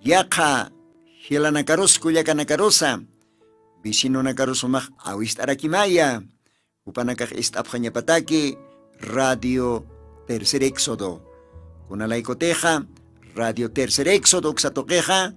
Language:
Aymara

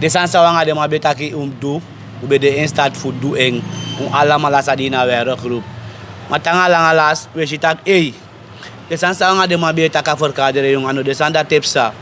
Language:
Sranan Tongo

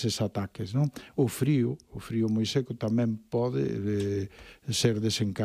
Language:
Galician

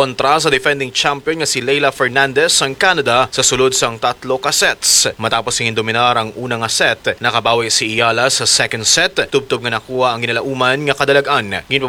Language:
Hiligaynon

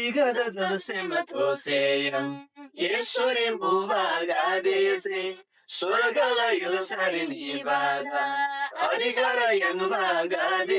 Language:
Eastern Tamang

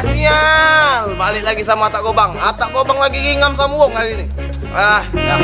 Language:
Musi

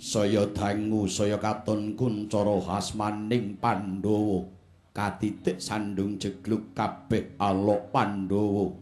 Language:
Javanese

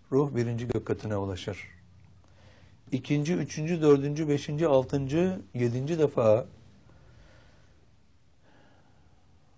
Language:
Turkish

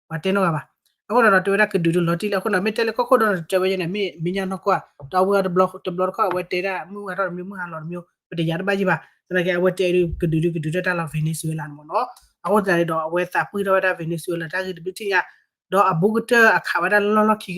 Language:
S'gaw Karen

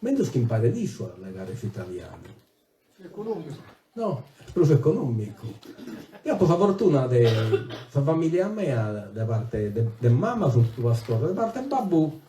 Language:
Sardinian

